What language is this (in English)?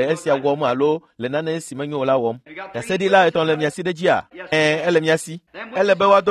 Ewe